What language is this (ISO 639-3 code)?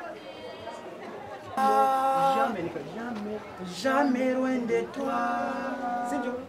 kin